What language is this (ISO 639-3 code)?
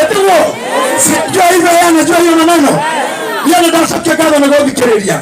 kik